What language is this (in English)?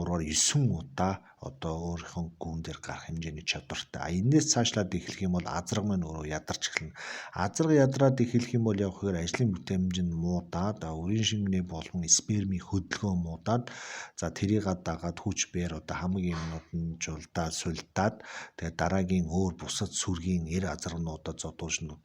Mongolian